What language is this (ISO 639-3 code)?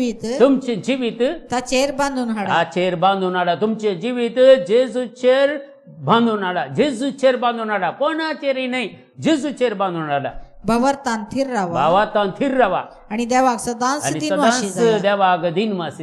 kok